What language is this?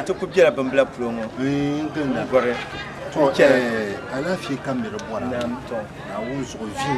Dagbani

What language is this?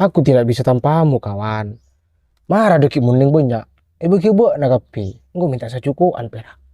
Madurese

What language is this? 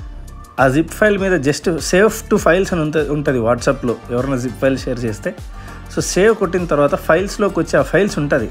Telugu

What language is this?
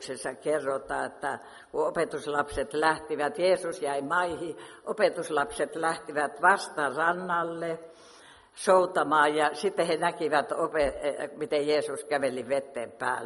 Finnish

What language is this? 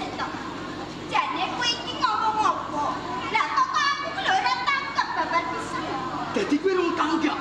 Javanese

